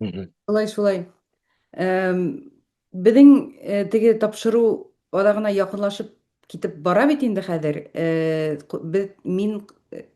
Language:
Bashkir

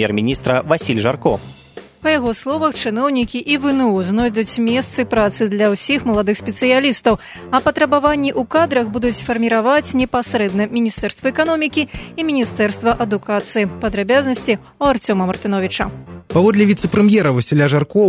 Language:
Belarusian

